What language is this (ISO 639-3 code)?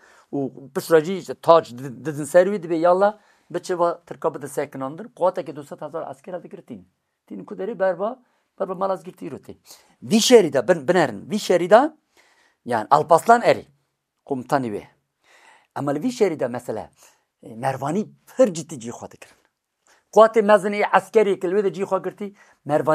kur